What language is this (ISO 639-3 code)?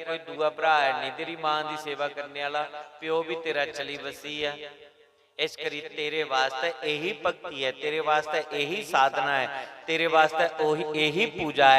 doi